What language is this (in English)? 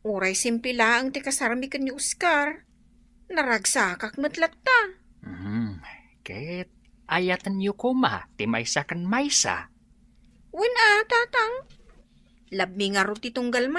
Iloko